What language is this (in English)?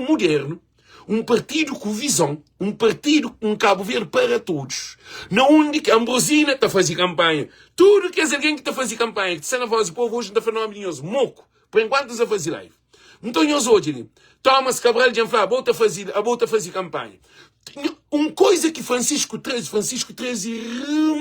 Kabuverdianu